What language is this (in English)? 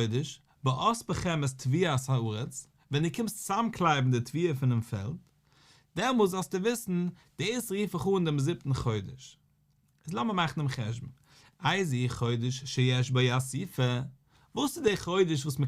Yiddish